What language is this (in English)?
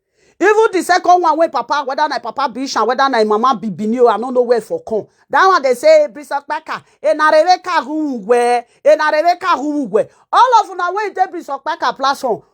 Nigerian Pidgin